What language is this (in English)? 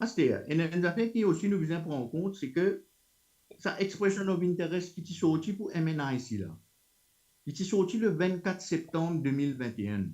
Morisyen